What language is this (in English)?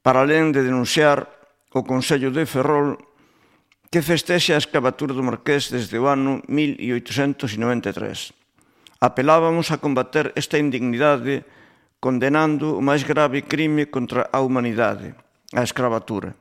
Galician